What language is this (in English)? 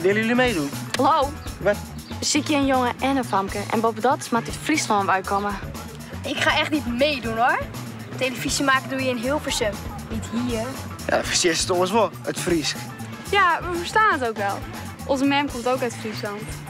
Western Frisian